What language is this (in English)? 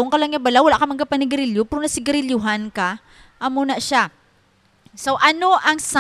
Hiligaynon